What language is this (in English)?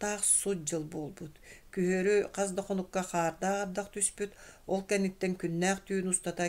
Yakut